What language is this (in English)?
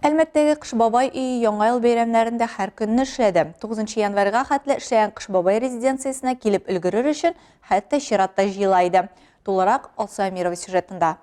Tatar